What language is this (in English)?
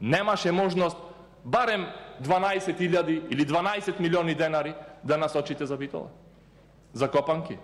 Macedonian